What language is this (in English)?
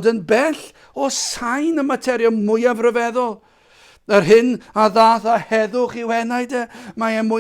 Welsh